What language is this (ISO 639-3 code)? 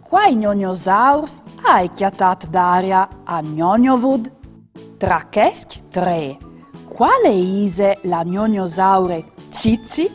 fur